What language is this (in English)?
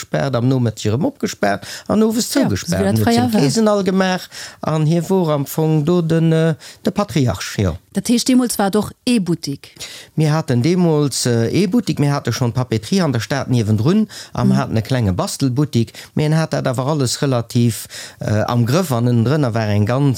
Luxembourgish